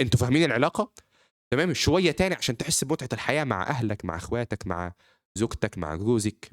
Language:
Egyptian Arabic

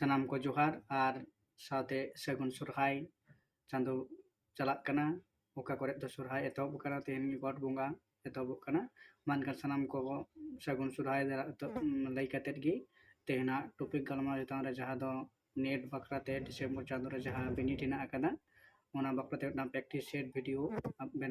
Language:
Santali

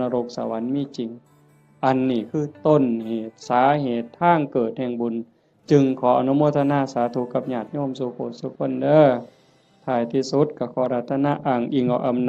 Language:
Northeastern Thai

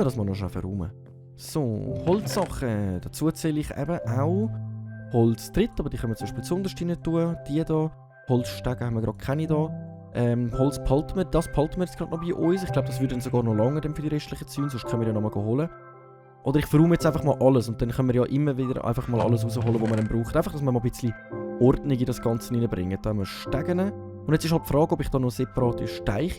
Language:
Swiss German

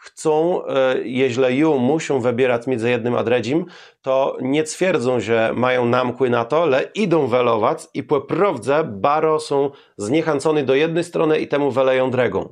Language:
Kashubian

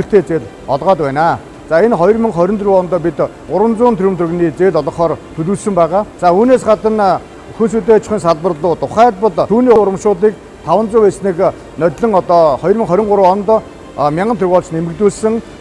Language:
Mongolian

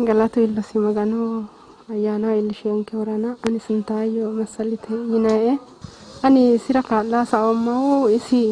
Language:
Sidamo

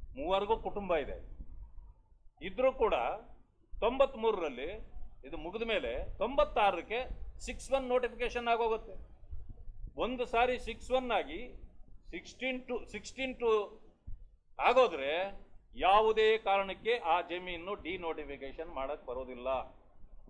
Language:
Kannada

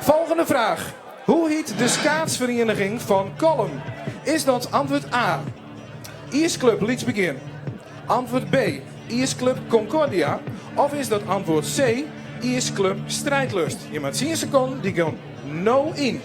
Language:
Western Frisian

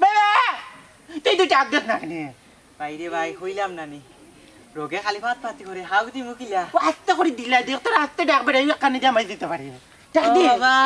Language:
Sylheti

